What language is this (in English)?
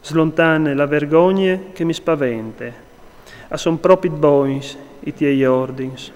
Friulian